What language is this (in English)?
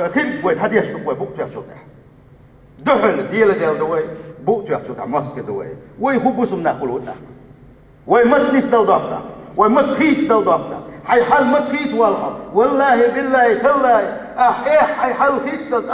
Chechen